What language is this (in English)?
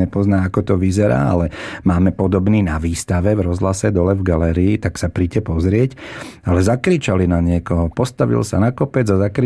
Slovak